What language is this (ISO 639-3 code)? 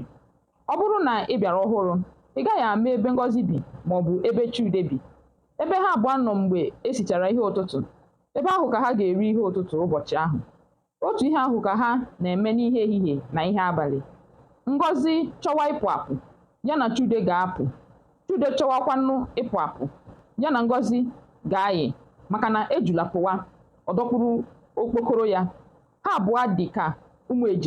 ibo